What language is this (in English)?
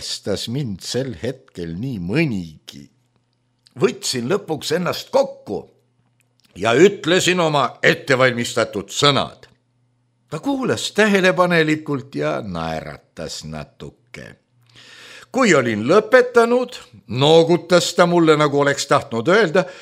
Estonian